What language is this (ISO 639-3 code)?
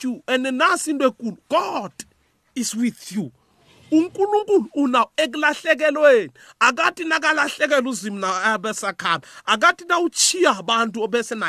nbl